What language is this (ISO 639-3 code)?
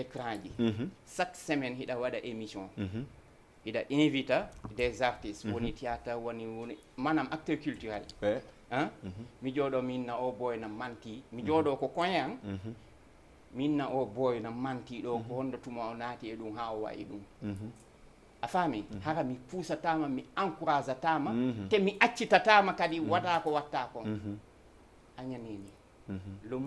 ful